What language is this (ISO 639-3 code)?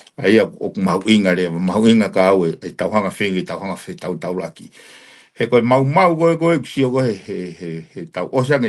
ton